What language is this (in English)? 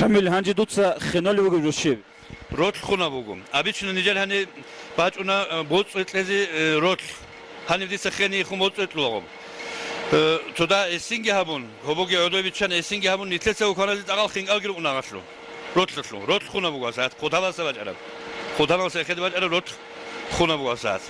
Avaric